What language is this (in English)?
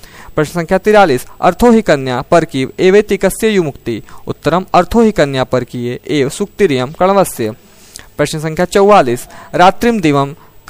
Sanskrit